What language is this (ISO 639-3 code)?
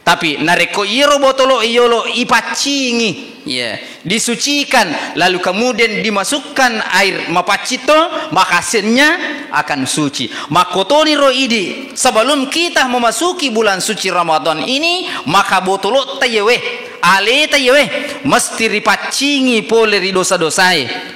bug